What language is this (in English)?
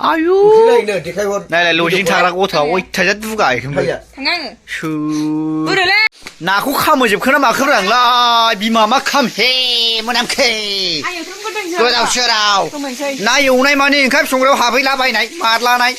Bodo